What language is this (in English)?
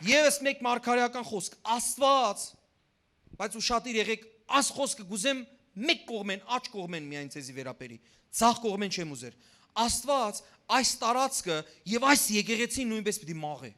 Western Armenian